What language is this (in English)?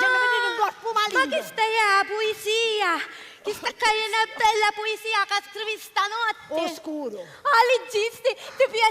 Sicilian